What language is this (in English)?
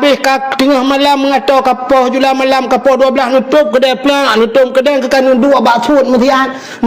Achinese